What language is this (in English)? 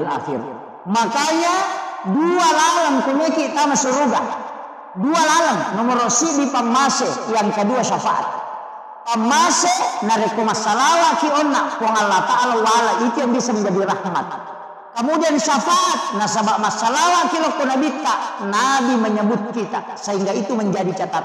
Buginese